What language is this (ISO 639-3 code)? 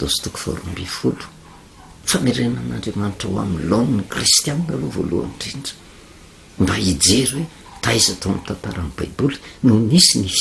mlg